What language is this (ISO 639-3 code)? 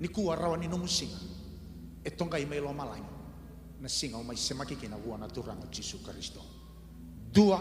fij